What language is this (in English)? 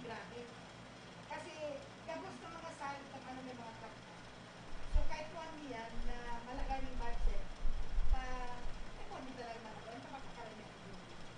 Bikol